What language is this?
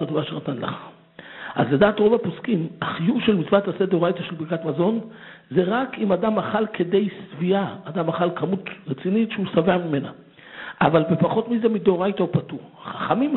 Hebrew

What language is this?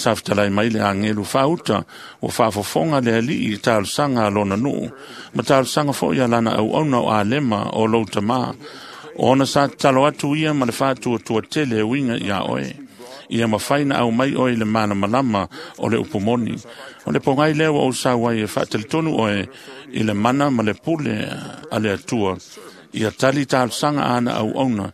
Samoan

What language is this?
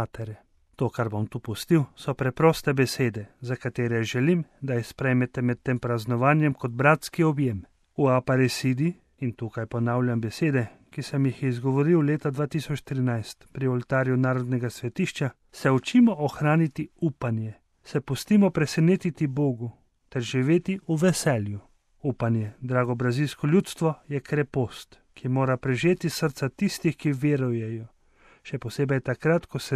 Slovenian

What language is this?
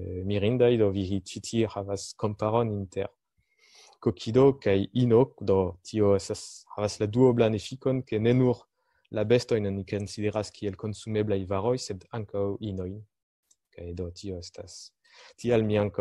Esperanto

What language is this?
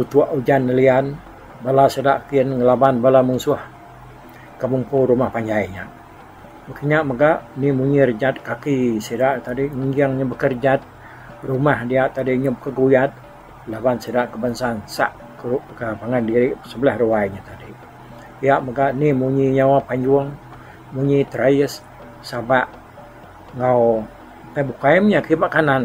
Iban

